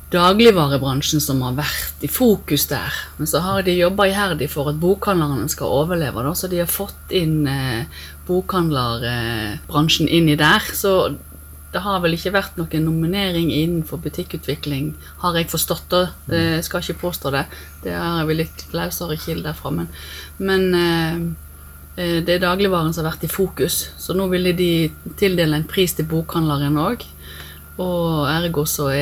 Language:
Norwegian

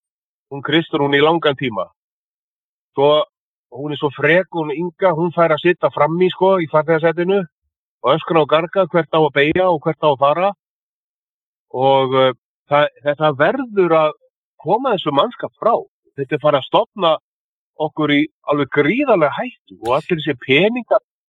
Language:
Icelandic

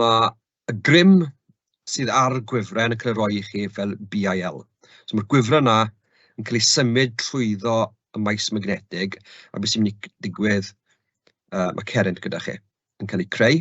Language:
Welsh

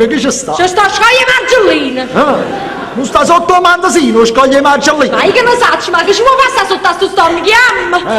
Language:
Neapolitan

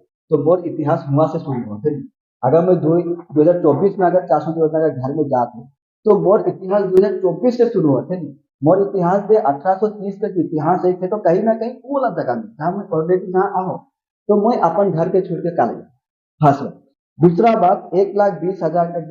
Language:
Sadri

